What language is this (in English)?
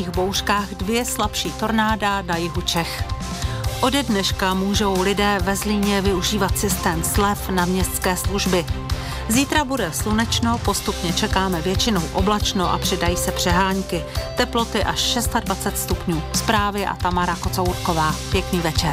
Czech